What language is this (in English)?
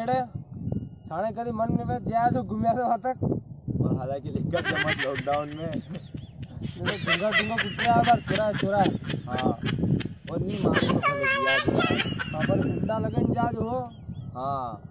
Rajasthani